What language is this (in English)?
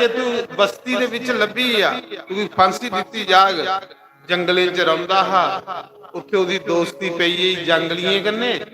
Dogri